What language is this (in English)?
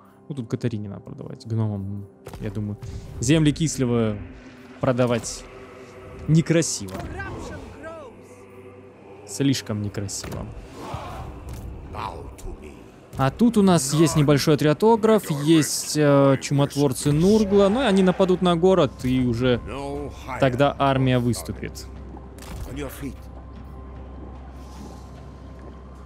Russian